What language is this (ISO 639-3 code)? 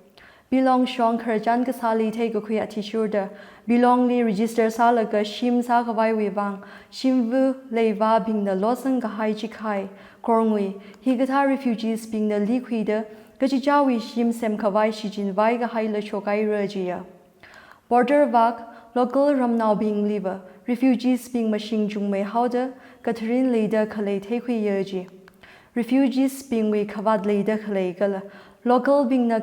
nmf